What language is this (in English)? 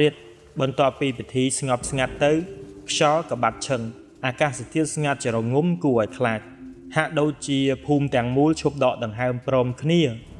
Khmer